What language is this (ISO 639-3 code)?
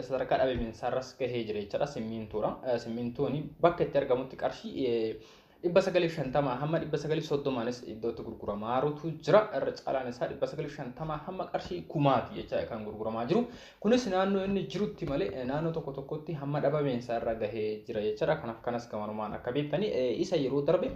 orm